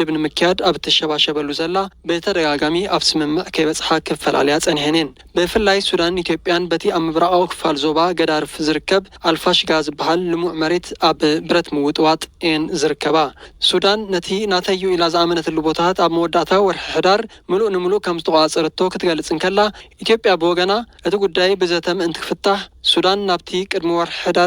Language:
Tigrinya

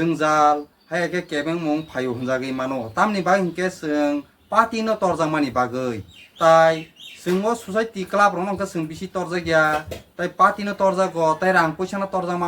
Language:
Kok Borok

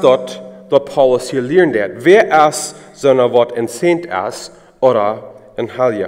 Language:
Plautdietsch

